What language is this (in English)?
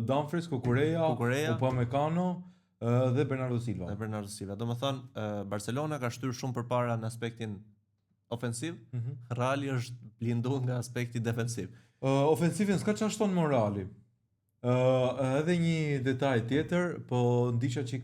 Albanian